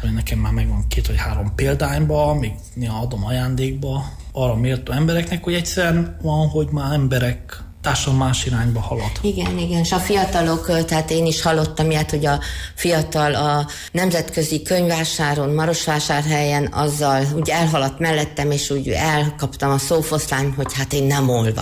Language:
Hungarian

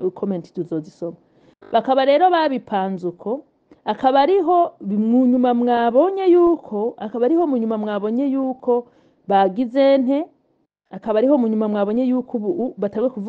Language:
Rundi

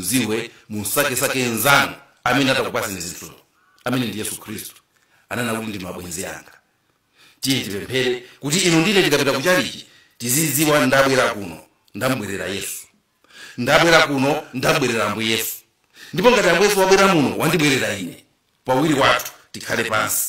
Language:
Nyanja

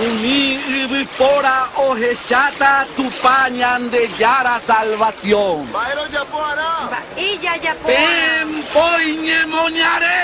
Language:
Guarani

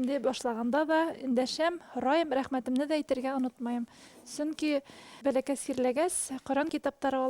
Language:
Bashkir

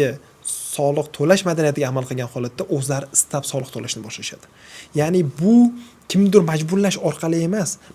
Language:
Uzbek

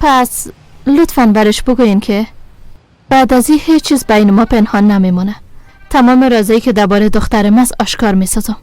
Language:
Persian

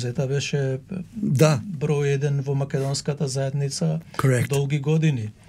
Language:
Macedonian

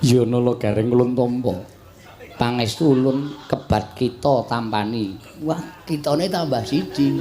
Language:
Javanese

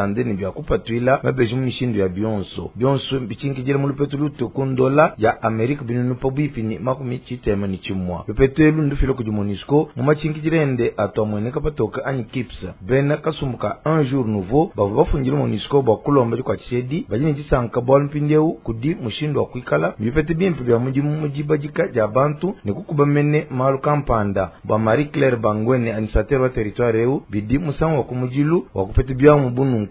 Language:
Luba-Lulua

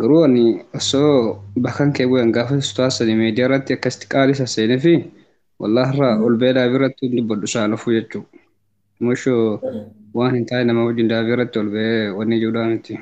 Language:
Oromo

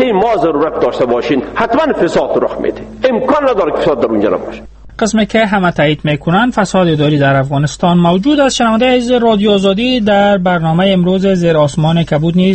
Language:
Persian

